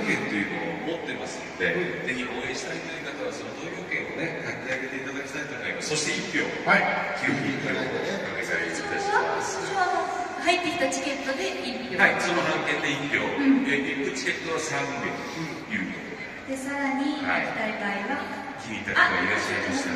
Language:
Japanese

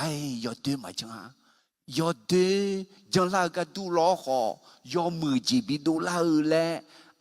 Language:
Akha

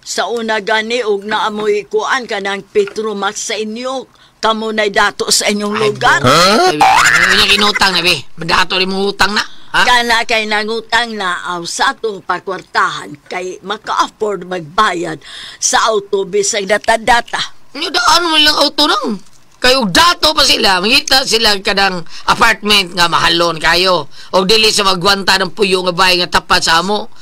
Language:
Cebuano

